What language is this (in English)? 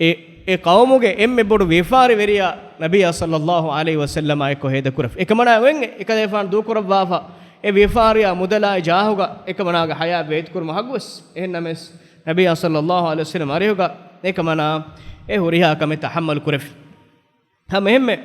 Divehi